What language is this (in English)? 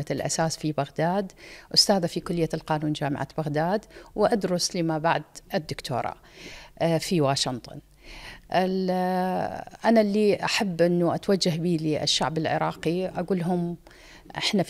Mesopotamian Arabic